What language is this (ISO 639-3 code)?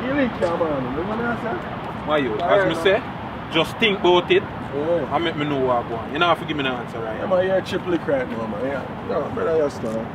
jam